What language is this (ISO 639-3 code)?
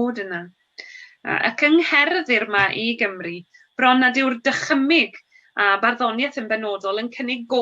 cym